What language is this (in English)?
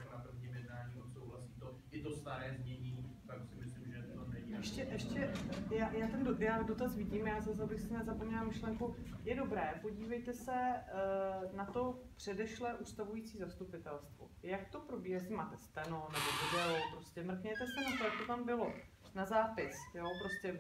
Czech